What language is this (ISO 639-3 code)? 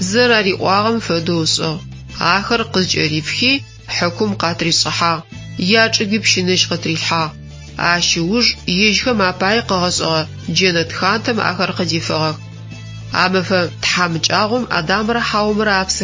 ady